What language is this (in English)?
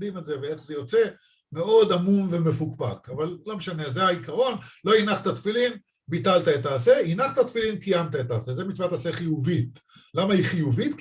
Hebrew